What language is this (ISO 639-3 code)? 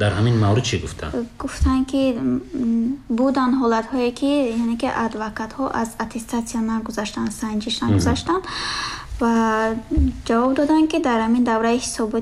tgk